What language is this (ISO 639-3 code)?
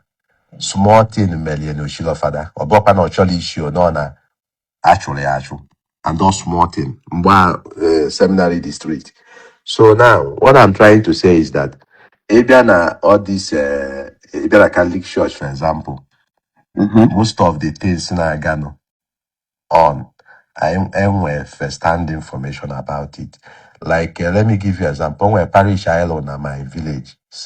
ibo